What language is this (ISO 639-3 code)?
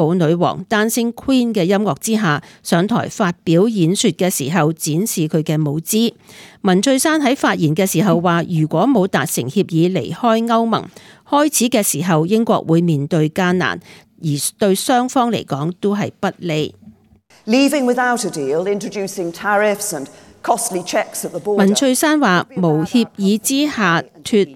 yue